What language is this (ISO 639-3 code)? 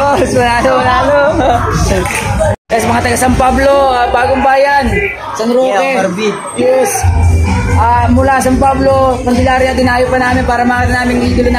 fil